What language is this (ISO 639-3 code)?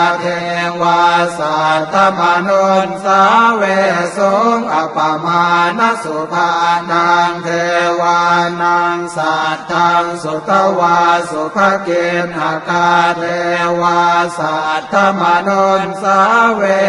pli